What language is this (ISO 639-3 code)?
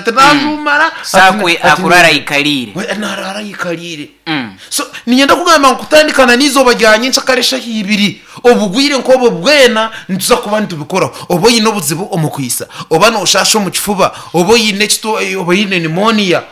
nyn